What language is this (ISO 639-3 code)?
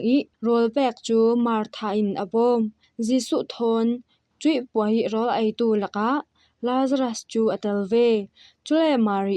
cfm